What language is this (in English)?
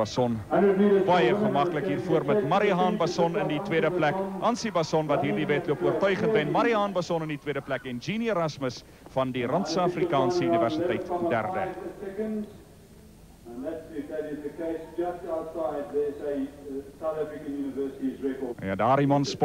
Afrikaans